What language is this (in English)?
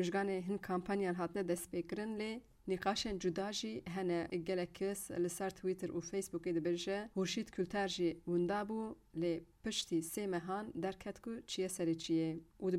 Kurdish